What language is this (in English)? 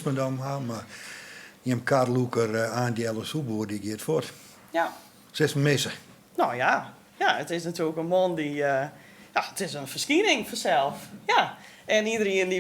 Western Frisian